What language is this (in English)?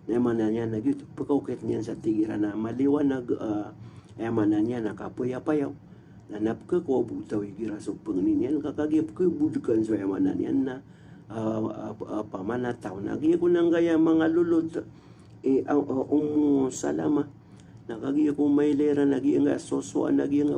Maranao